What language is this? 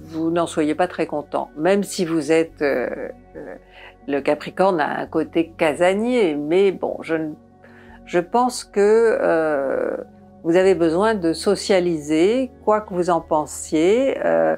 French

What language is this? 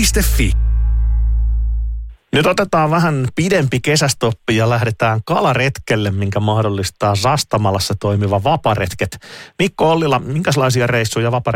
Finnish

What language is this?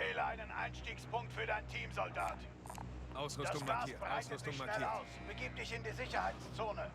Bavarian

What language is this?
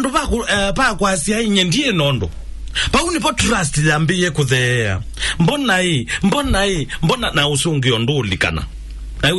Kamba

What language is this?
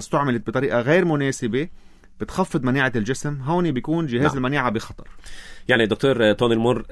North Levantine Arabic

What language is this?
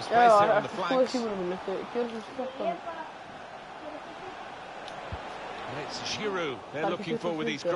Icelandic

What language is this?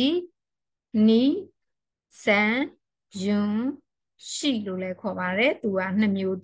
Burmese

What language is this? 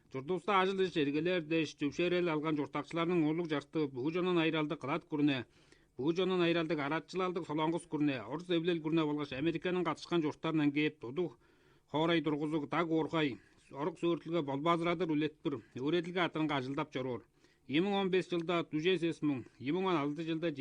Tuvinian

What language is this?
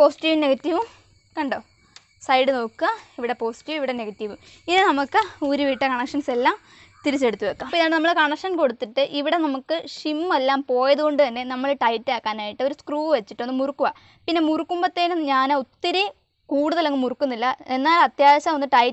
Malayalam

